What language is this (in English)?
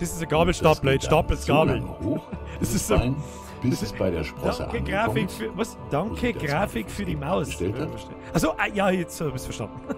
Bavarian